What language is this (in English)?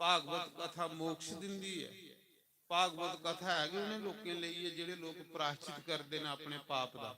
Dogri